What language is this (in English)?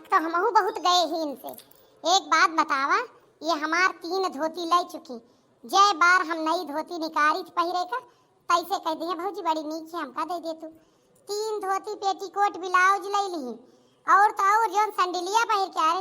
Awadhi